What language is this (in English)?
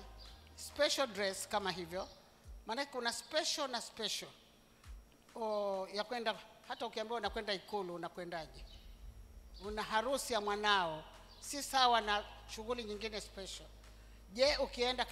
Swahili